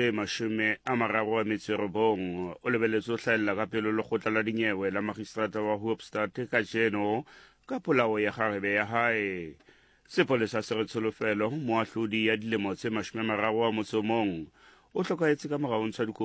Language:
Southern Sotho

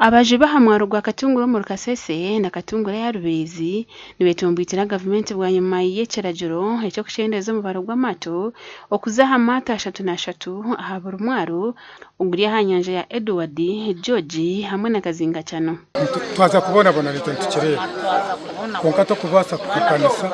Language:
Nyankole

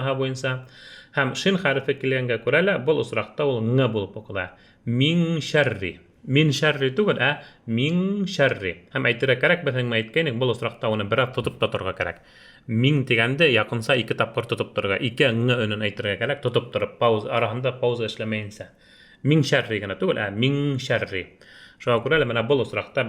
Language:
Bashkir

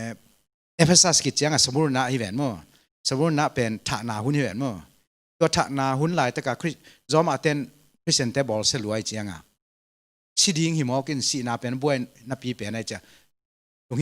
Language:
Tedim Chin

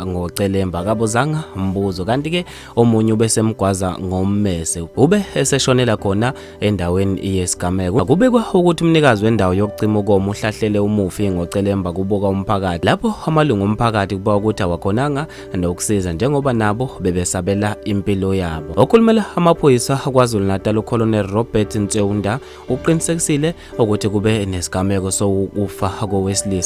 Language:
Zulu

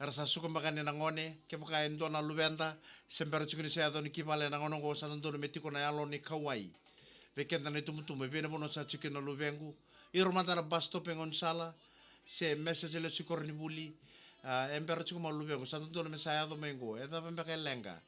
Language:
Fijian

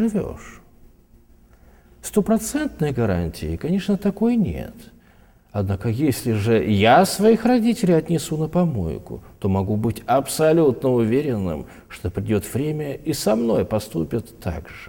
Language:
Russian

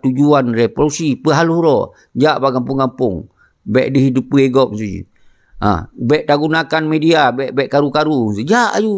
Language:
Achinese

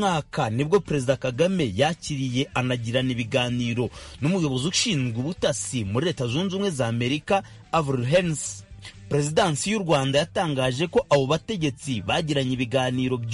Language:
Kinyarwanda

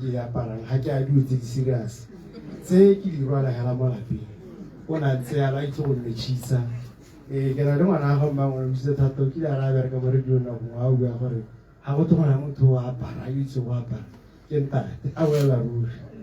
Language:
Tswana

